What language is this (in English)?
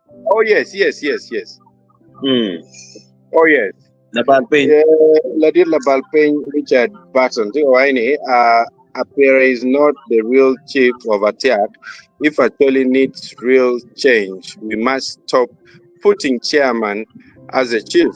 Acoli